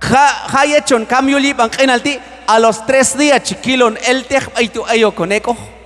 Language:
Q'anjob'al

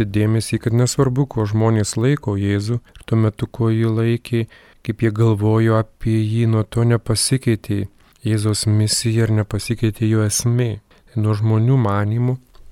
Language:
Lithuanian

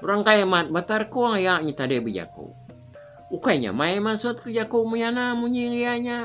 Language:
Iban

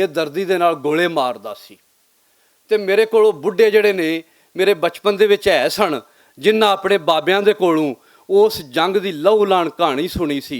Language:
Western Panjabi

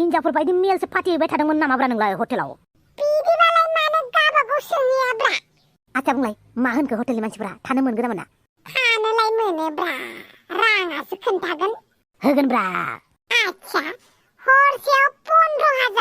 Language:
Bodo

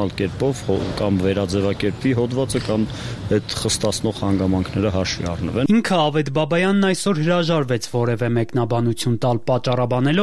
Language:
Armenian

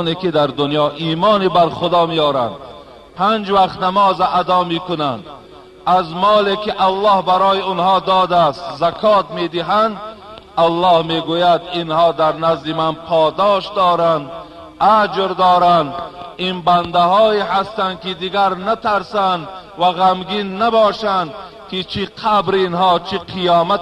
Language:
Tajik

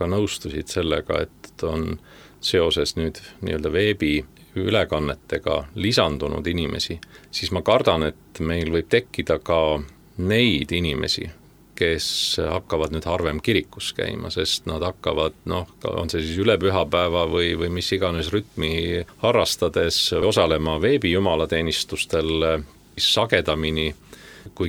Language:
Estonian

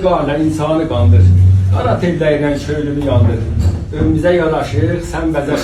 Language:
South Azerbaijani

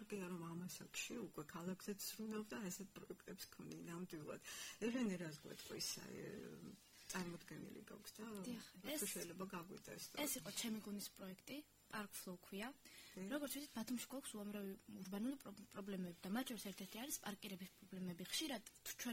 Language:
Georgian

